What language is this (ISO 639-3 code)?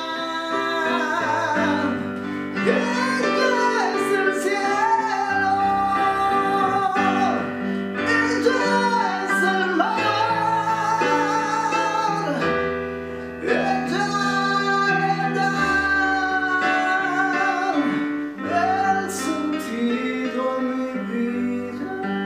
spa